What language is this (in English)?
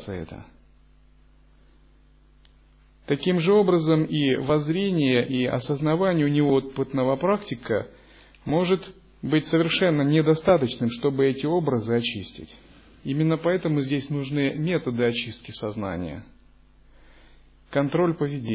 Russian